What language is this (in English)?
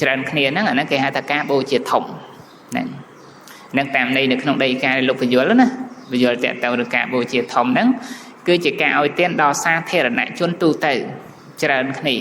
Khmer